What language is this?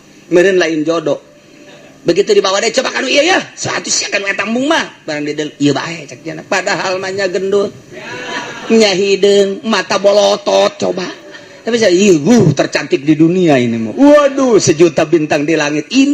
Sundanese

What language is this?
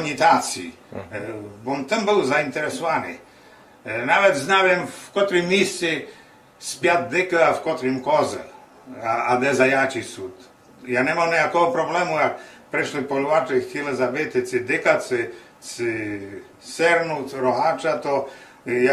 Rusyn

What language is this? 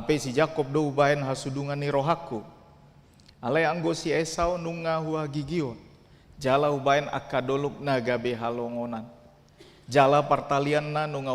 Batak Toba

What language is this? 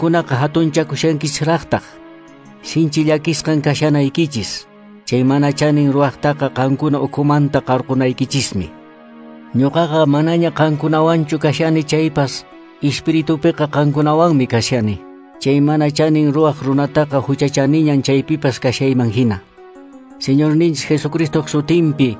Quechua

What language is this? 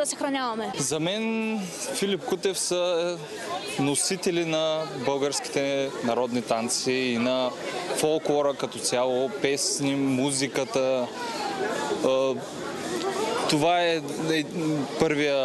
Bulgarian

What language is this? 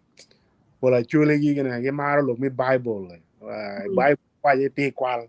Acoli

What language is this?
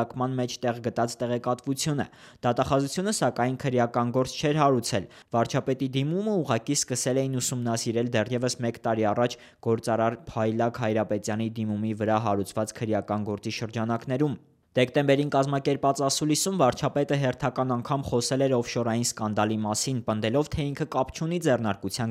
Armenian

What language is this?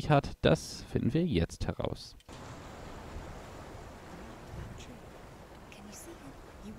German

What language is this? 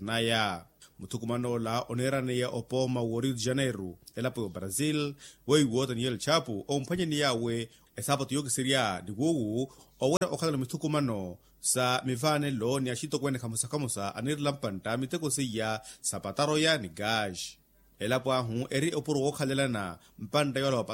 Makhuwa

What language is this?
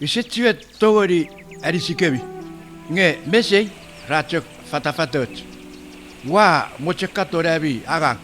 Chuukese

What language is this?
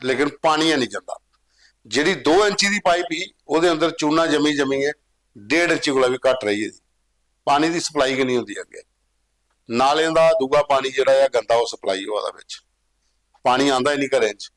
Dogri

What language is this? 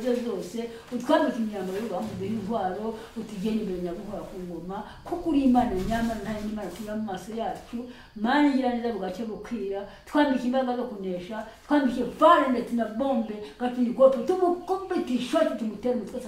Kinyarwanda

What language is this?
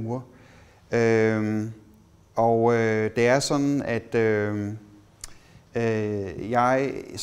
Danish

